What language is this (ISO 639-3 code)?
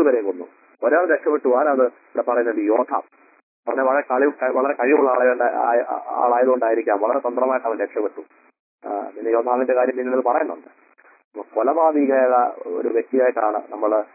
mal